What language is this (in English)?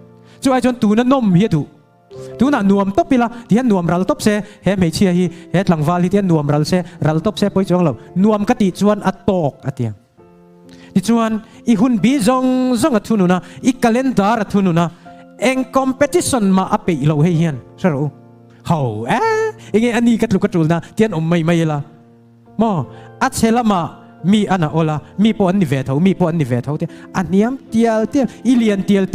Mizo